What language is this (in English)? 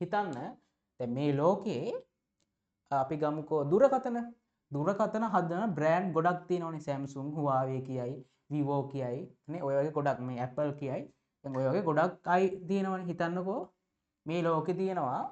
Sinhala